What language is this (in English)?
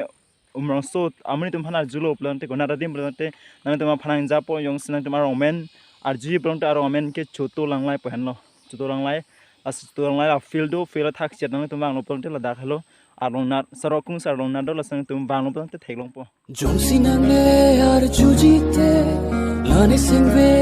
Karbi